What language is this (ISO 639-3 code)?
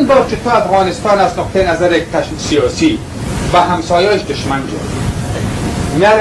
fas